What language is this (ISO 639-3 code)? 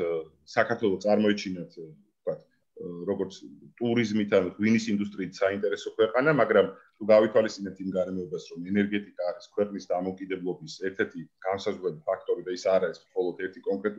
kat